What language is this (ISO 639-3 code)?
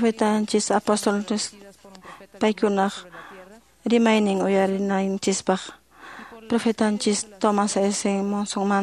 que